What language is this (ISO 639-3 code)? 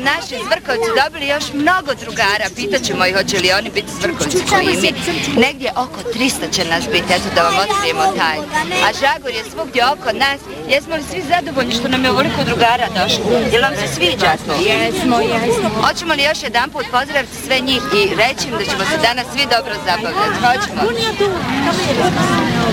bos